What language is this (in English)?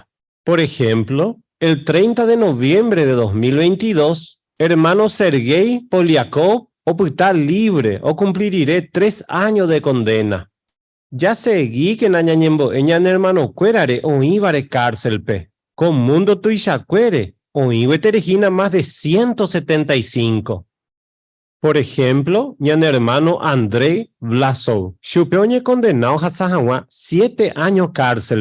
Guarani